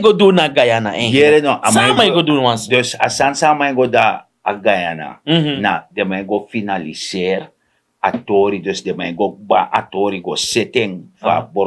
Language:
Sranan Tongo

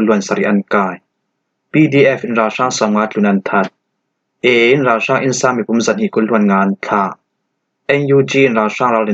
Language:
Falam Chin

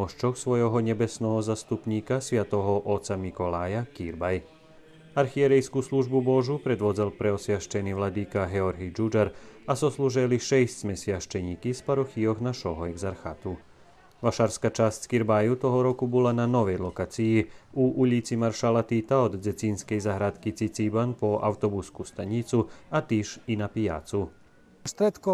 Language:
Rusyn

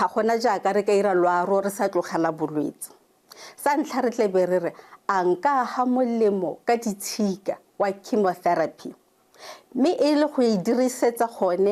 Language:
Tswana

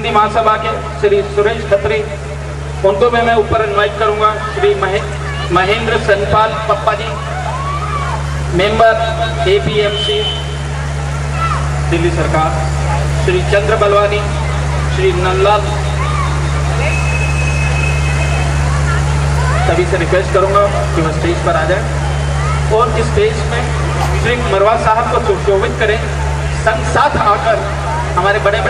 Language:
Hindi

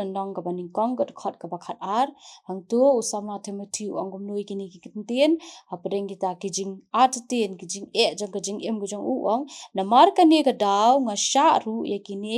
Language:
Khasi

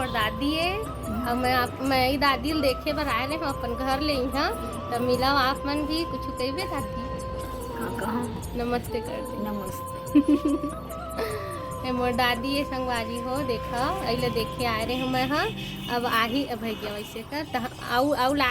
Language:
Chhattisgarhi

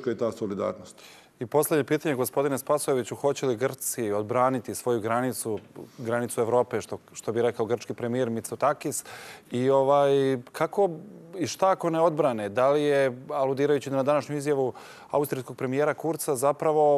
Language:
Serbian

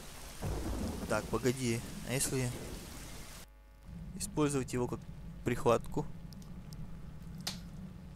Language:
Russian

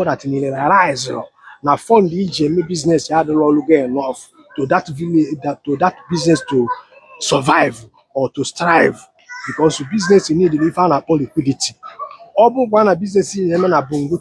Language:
Igbo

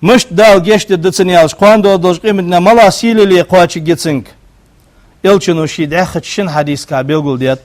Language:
Ingush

